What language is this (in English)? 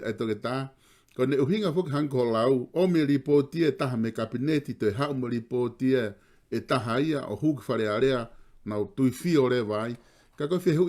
Tongan